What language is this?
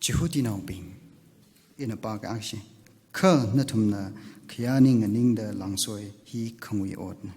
Tangkhul Naga (India)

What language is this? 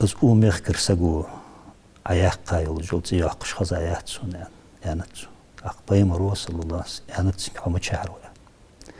Ingush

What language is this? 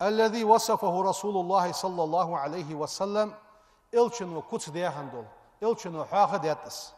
Ingush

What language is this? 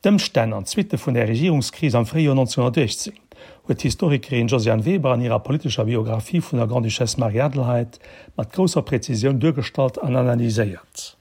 Luxembourgish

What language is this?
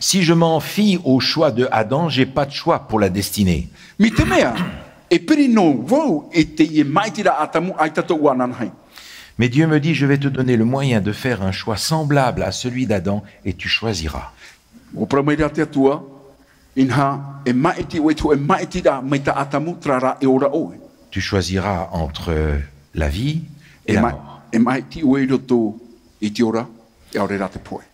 Tahitian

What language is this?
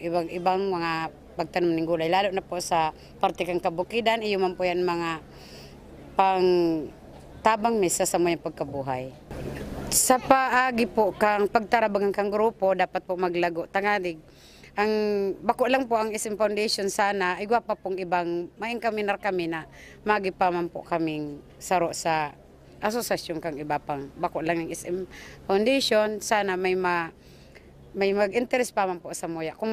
Bikol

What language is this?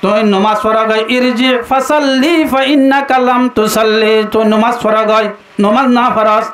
Rohingya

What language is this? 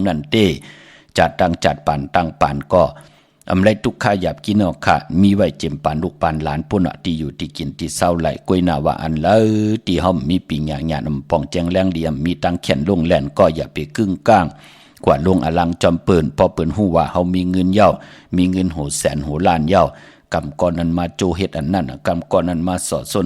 Shan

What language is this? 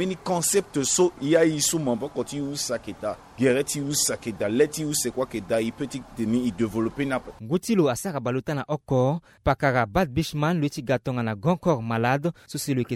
Sango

